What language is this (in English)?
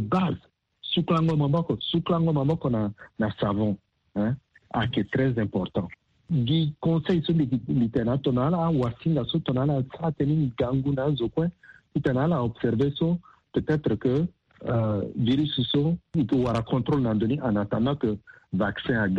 Sango